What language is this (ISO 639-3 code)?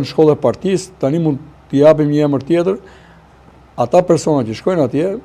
sqi